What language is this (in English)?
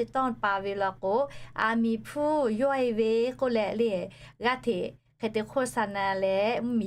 Lahu